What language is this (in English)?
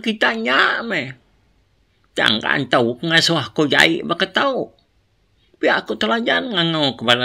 Iban